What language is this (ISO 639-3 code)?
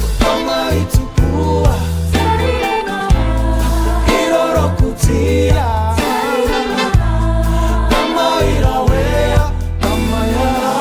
mri